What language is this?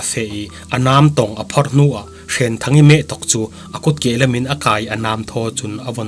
Falam Chin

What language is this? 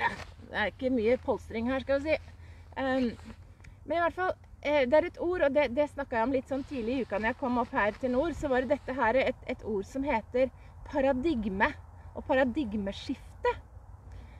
Norwegian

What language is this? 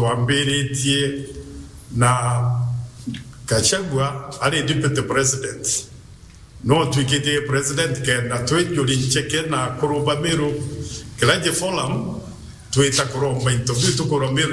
Meru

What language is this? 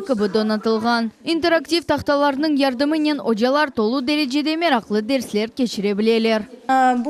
Crimean Tatar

